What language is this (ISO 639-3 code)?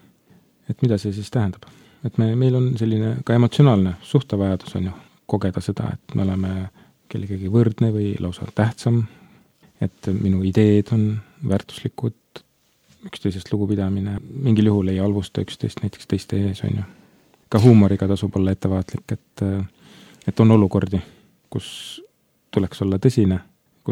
est